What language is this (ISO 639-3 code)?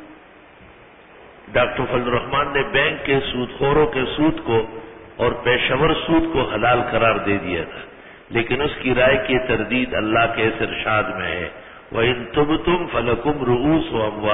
urd